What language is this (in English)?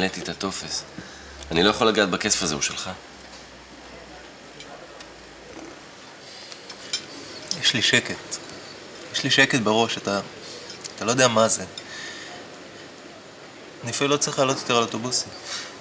Hebrew